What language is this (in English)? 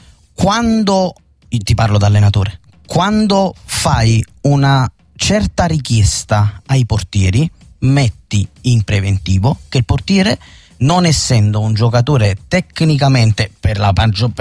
Italian